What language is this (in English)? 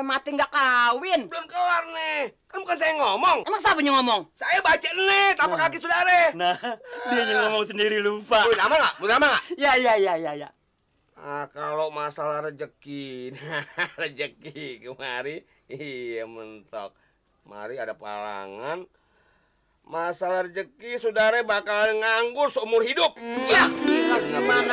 Betawi